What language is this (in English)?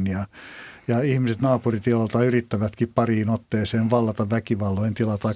Finnish